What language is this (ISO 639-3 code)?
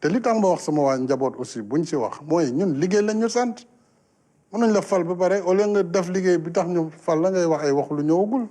wol